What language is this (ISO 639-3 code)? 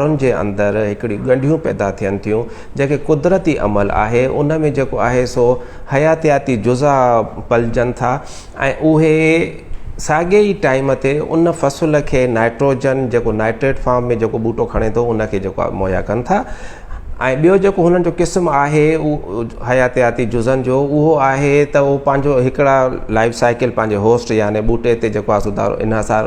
snd